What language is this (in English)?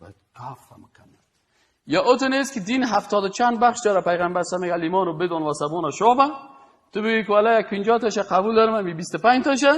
Persian